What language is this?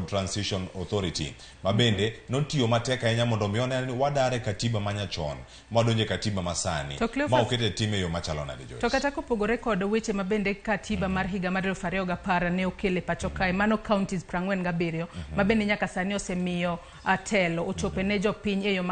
Luo (Kenya and Tanzania)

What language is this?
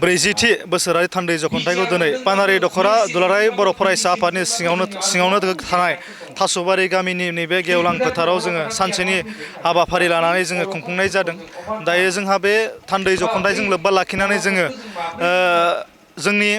Bodo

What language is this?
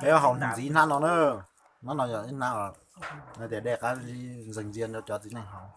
Hmong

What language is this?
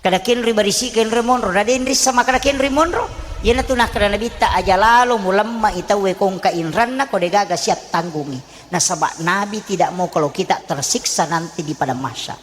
Buginese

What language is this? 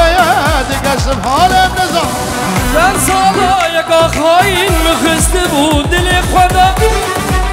Persian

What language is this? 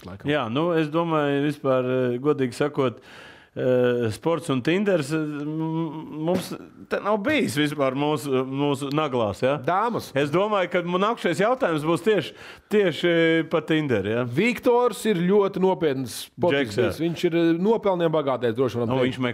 Latvian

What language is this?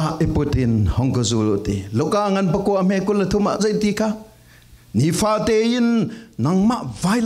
Falam Chin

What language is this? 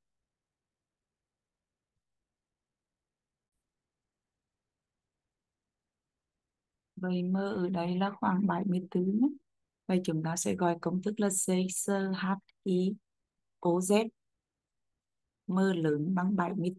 Vietnamese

